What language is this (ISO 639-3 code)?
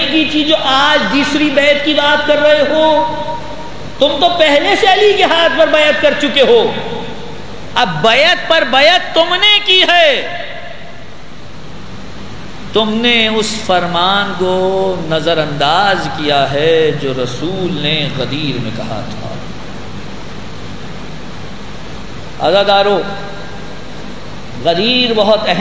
urd